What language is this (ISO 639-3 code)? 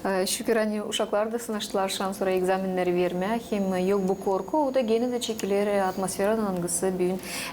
gag